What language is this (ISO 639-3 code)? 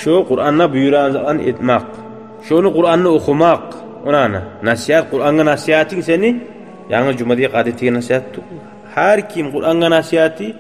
kum